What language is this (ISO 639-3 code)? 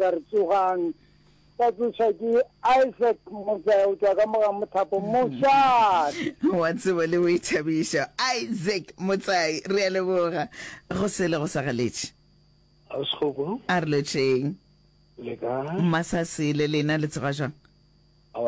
nso